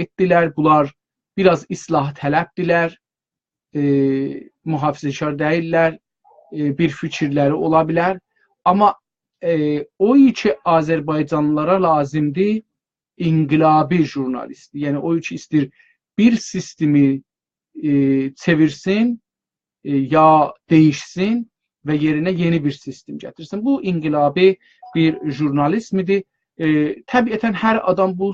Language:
South Azerbaijani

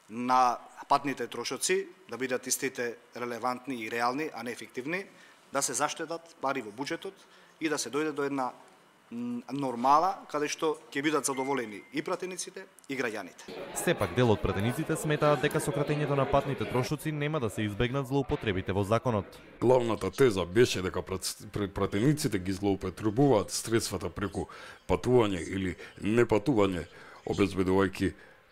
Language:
Macedonian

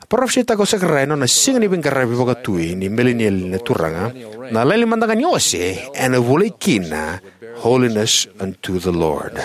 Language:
Fijian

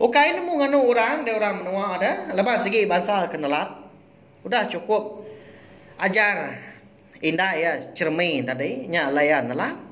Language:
Iban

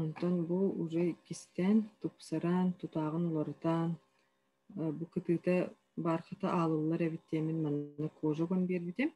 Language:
Yakut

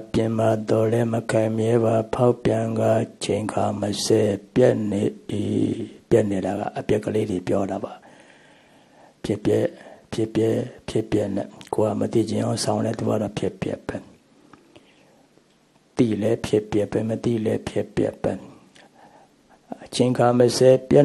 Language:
Burmese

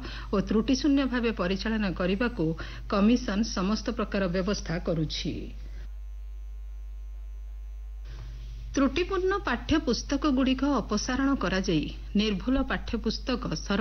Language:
Odia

